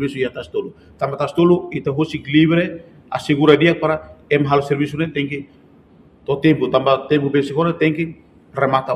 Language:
Tetum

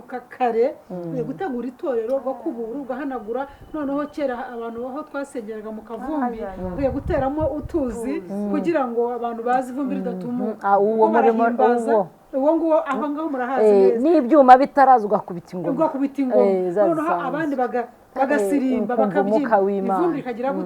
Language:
Kinyarwanda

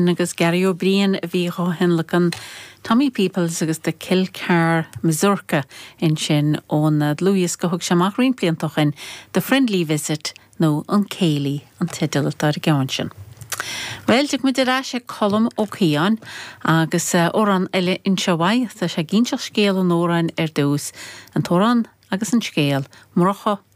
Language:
Irish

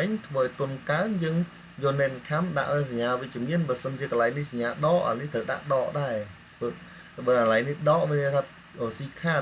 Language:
Khmer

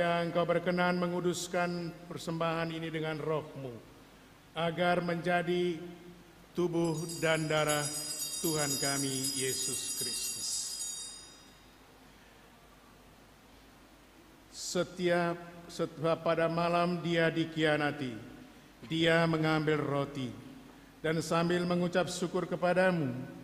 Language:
Indonesian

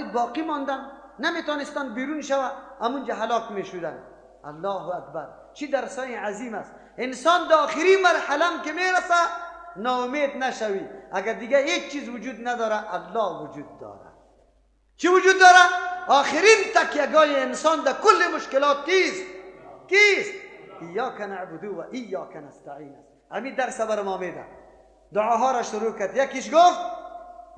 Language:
Persian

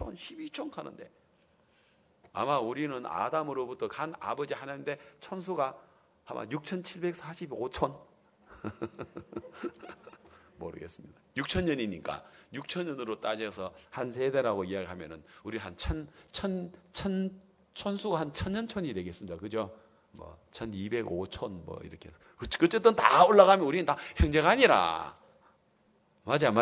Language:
Korean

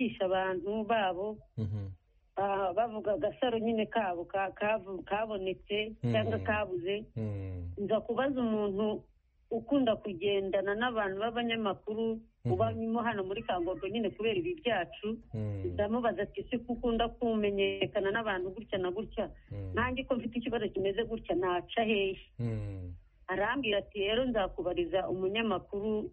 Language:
Kinyarwanda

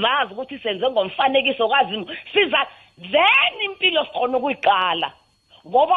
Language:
South Ndebele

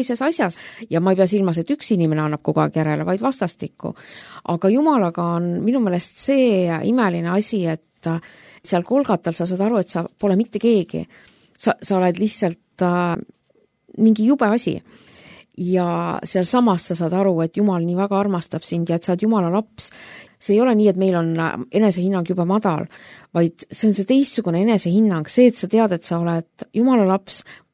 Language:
Estonian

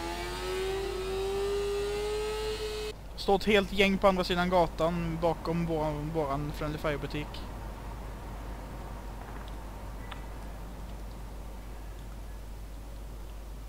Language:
Swedish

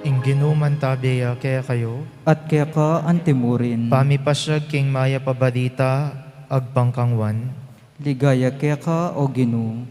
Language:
Pampanga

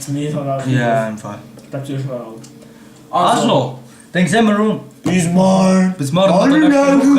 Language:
Swiss German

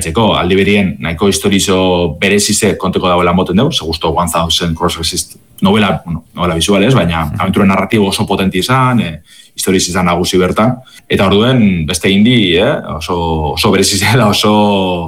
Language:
Basque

